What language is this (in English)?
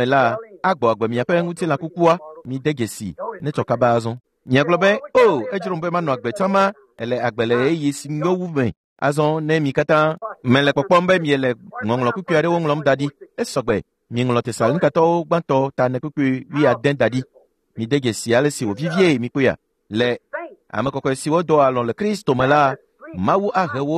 Ewe